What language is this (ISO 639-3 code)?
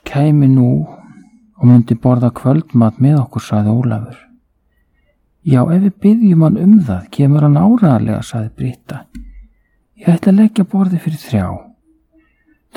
isl